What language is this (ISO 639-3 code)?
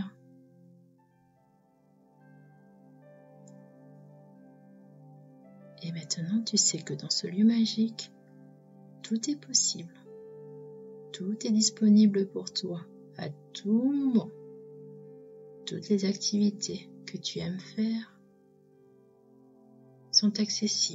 fra